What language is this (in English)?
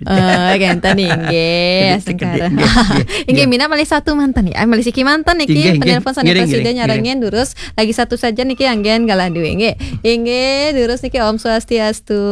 Balinese